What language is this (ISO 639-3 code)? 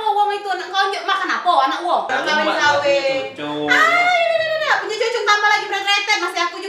mui